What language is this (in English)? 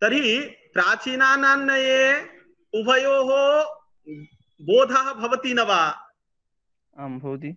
Sanskrit